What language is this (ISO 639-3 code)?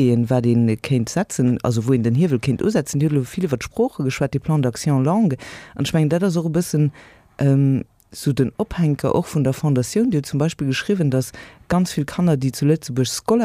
ltz